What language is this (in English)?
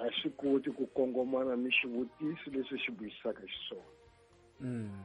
Tsonga